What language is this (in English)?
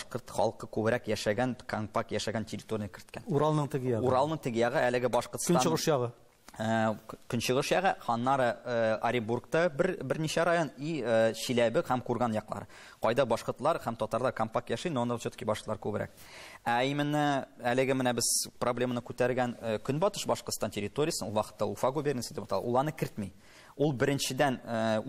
Tatar